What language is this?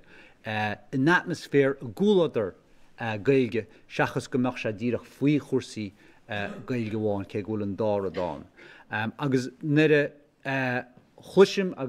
Irish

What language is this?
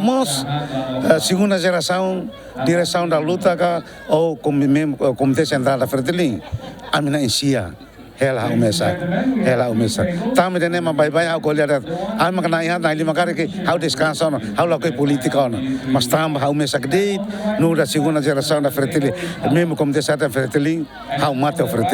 Tetum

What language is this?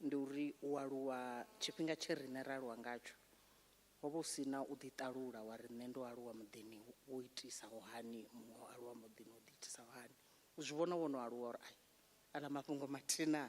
Venda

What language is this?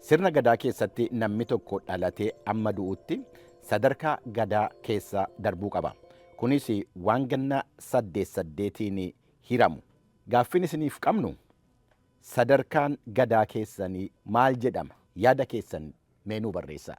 Oromo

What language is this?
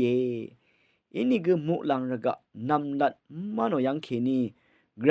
Rawang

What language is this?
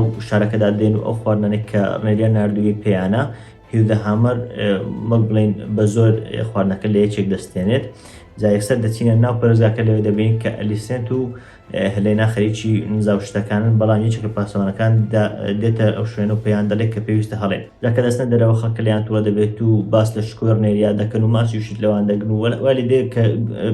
Central Kurdish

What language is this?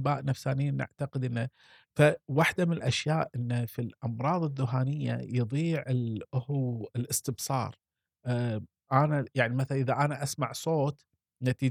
Gulf Arabic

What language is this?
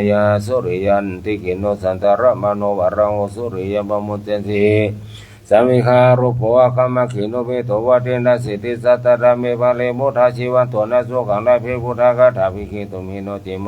Pali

